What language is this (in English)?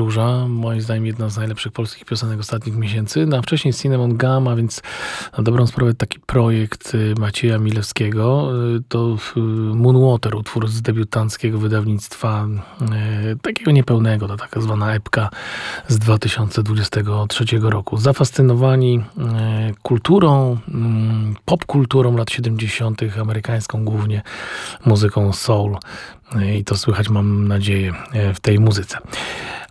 Polish